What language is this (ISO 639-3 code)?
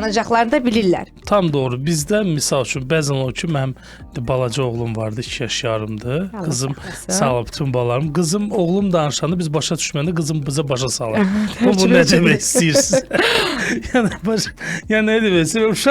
aze